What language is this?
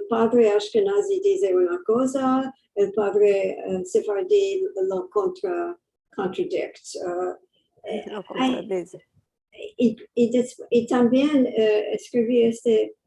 Ladino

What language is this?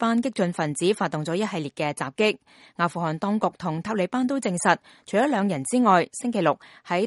Cantonese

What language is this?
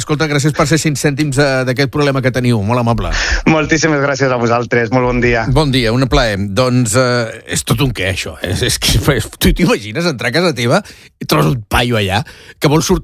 Catalan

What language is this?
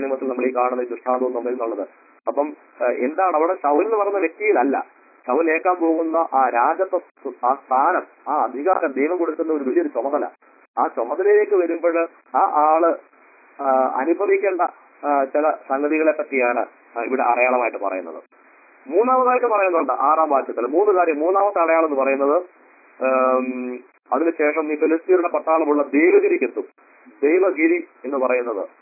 Malayalam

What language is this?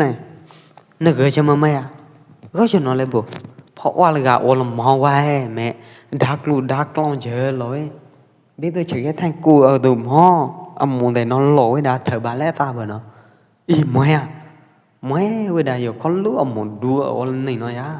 Pwo Eastern Karen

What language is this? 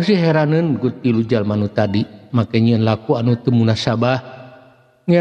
Sundanese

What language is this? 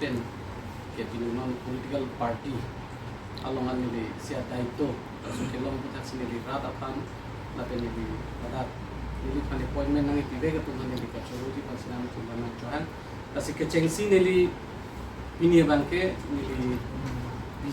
Karbi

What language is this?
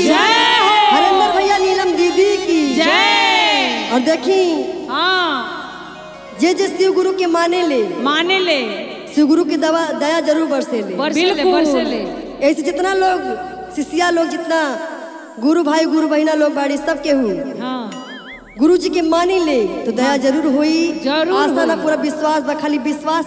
Bhojpuri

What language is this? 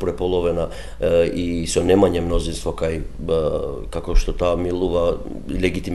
Macedonian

